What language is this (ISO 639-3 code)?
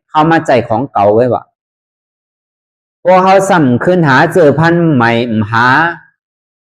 shn